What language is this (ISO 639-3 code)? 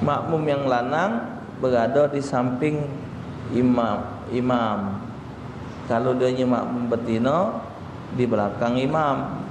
mui